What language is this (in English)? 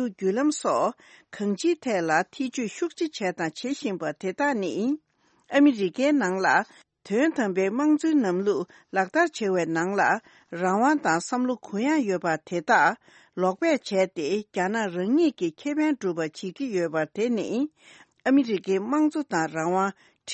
Tibetan